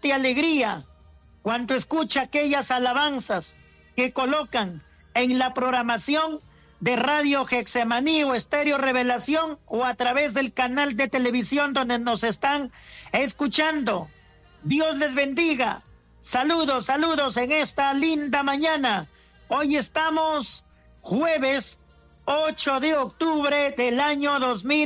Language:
Spanish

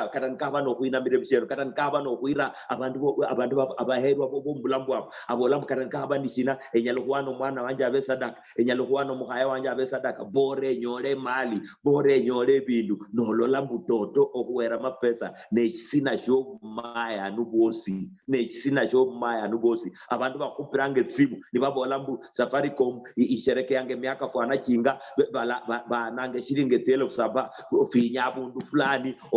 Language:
Luyia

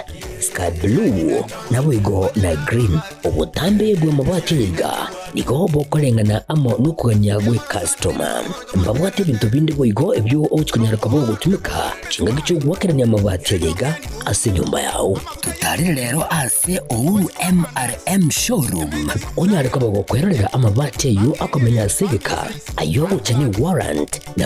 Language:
Gusii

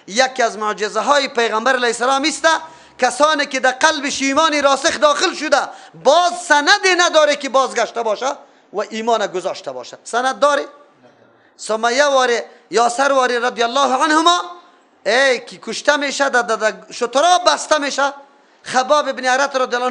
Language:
Persian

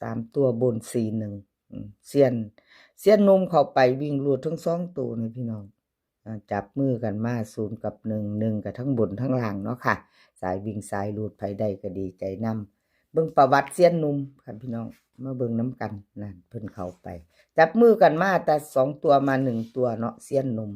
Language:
Northeastern Thai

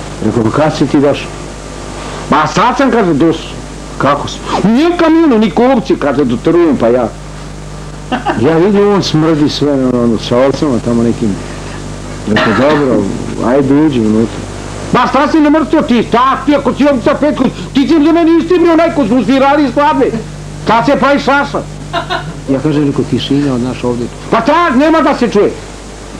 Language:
Serbian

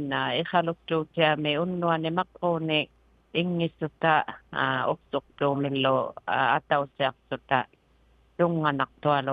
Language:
Inuktitut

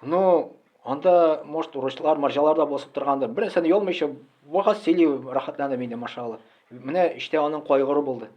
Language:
Tatar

